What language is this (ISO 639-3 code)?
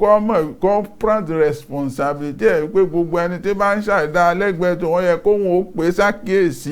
yor